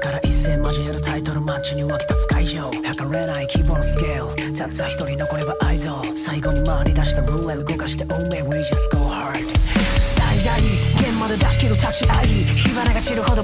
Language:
Japanese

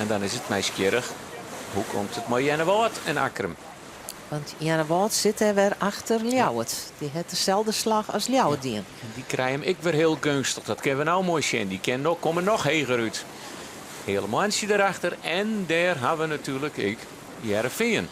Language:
Western Frisian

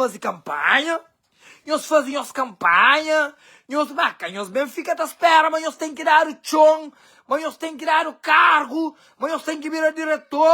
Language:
Kabuverdianu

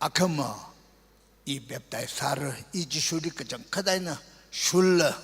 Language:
Tangkhul Naga (India)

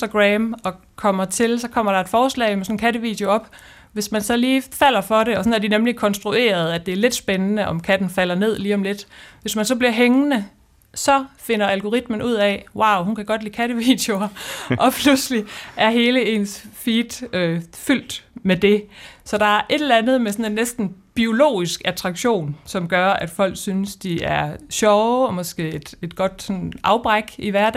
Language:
Danish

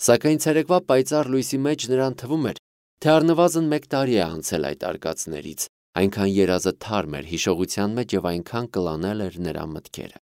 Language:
Armenian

